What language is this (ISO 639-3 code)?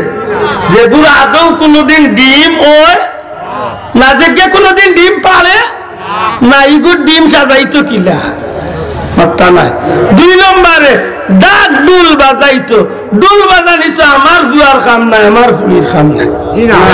syl